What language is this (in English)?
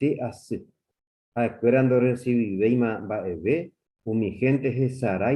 Guarani